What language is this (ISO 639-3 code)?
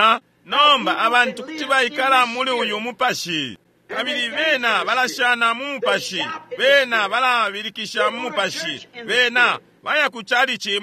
bem